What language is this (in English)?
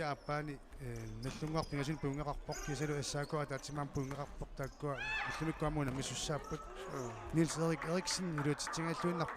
Kalaallisut